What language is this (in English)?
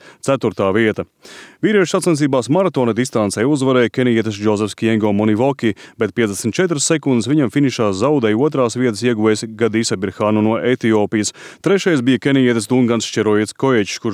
Latvian